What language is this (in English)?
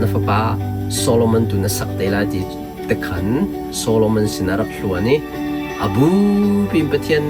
Hakha Chin